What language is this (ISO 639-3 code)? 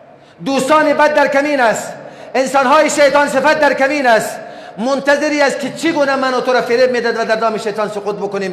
fas